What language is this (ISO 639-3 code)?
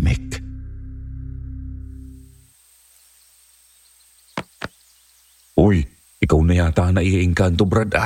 fil